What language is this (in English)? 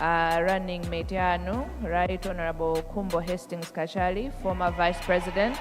Nyanja